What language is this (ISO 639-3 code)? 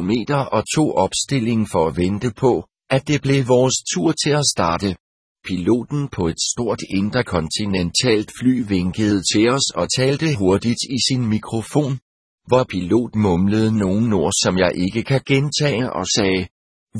dan